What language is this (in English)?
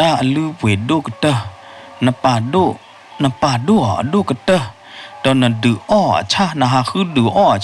S'gaw Karen